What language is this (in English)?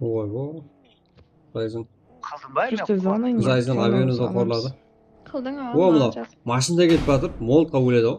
Kara-Kalpak